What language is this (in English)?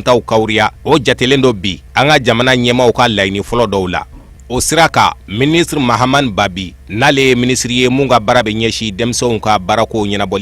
Bambara